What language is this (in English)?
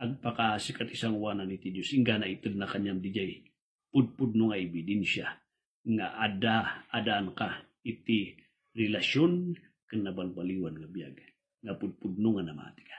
Iloko